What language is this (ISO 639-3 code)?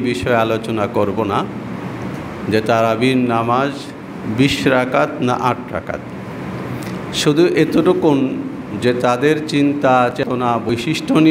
ben